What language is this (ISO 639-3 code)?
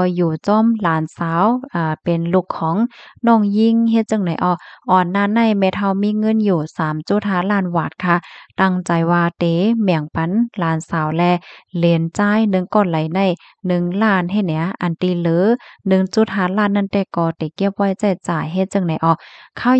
shn